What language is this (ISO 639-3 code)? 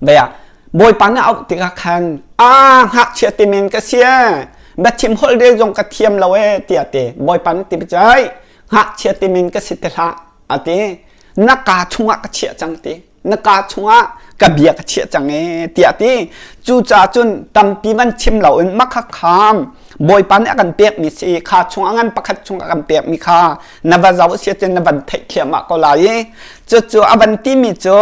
cnh